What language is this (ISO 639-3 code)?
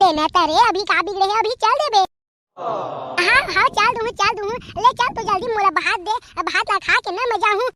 hne